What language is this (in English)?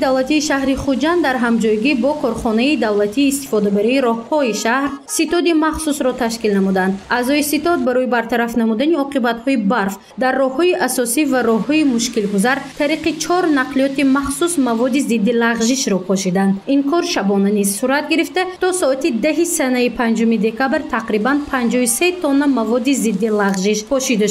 Tajik